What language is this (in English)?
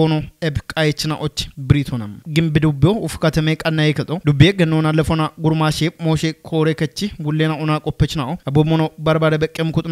Kafa